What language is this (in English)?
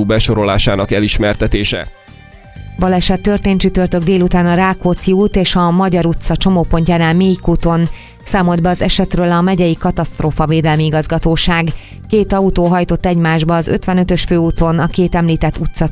Hungarian